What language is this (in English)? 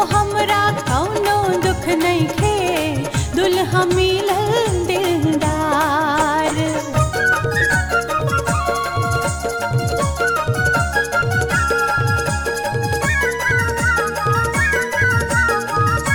Bhojpuri